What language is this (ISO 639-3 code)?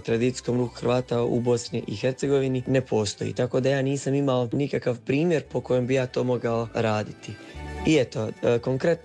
hrv